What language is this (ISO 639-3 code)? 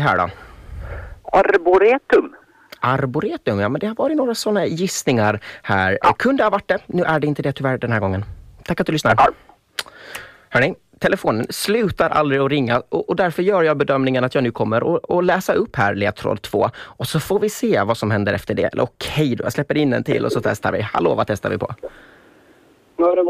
swe